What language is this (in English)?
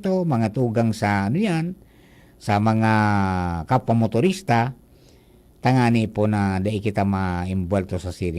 Bikol